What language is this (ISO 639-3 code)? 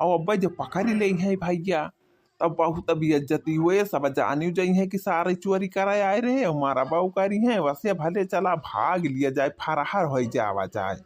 awa